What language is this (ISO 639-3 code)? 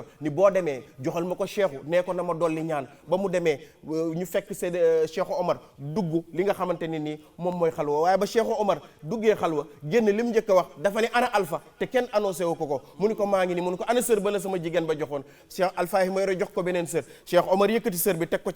wol